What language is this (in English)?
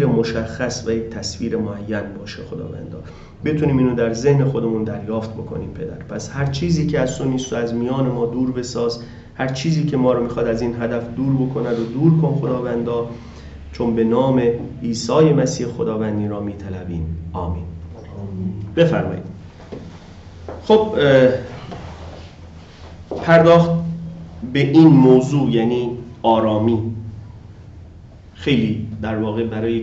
Persian